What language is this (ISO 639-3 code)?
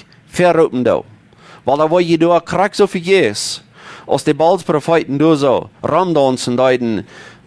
pdt